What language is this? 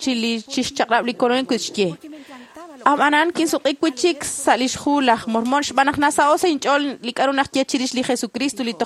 Kekchí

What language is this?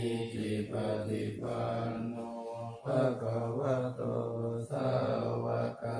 Pali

